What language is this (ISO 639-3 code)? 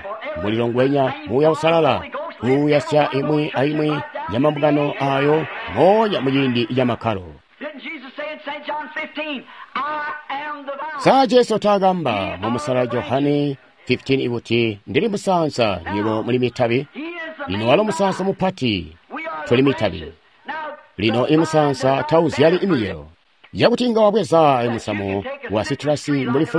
toi